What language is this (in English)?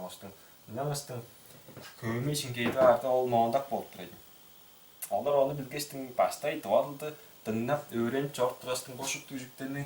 Tuvinian